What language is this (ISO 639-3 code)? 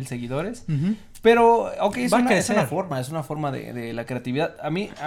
spa